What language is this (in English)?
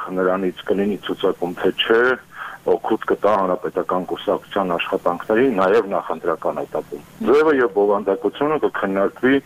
Armenian